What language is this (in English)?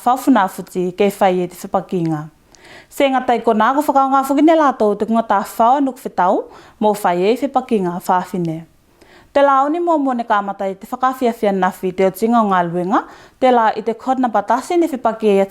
Tuvalu